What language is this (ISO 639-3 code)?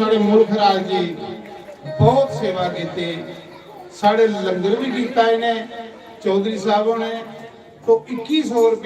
doi